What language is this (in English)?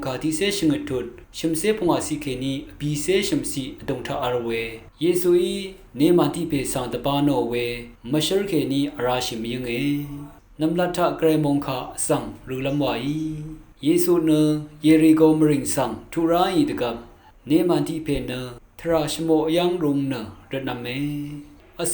Rawang